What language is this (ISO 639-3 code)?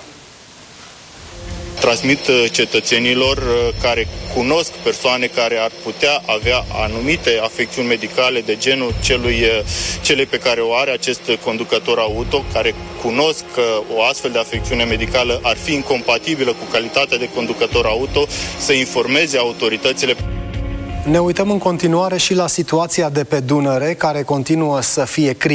ron